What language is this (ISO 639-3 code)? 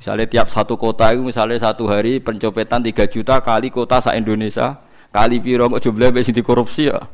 jav